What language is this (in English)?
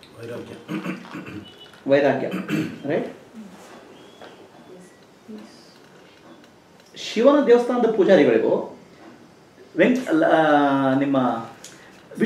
Kannada